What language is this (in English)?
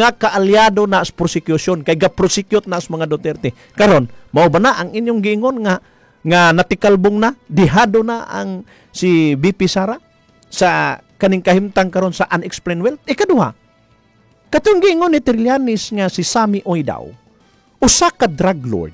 Cebuano